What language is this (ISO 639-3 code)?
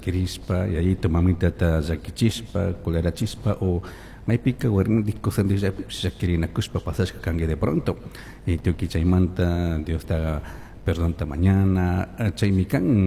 qug